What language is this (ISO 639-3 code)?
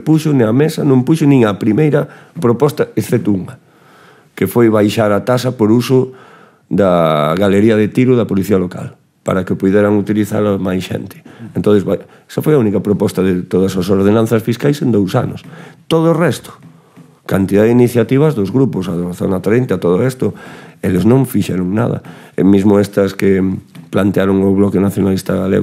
glg